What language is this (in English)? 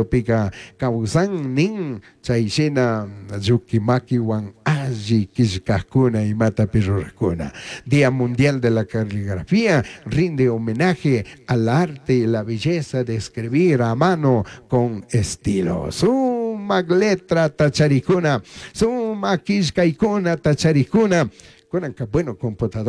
Chimborazo Highland Quichua